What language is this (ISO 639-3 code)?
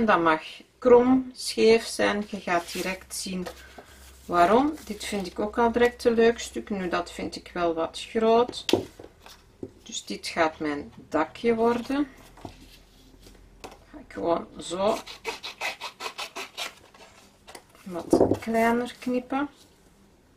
nld